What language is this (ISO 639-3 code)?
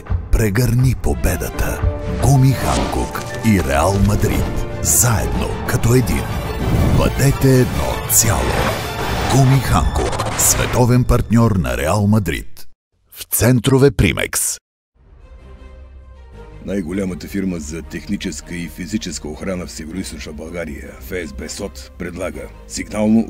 bul